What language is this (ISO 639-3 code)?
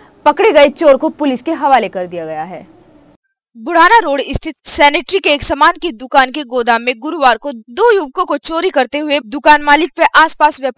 hin